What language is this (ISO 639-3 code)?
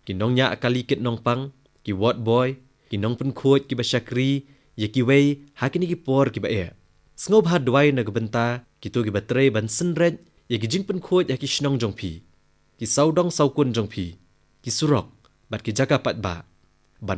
kha